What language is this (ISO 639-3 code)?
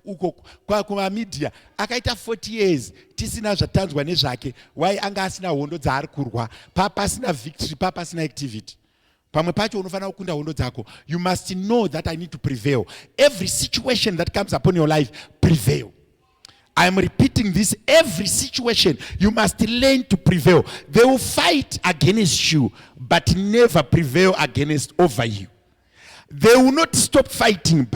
sna